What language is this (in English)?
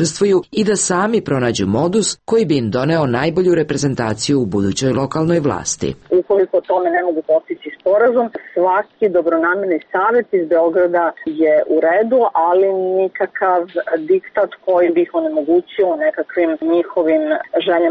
Serbian